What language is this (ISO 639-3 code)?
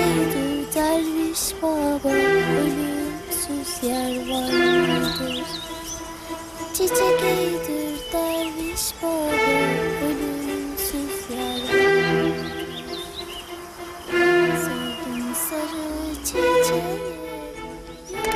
tur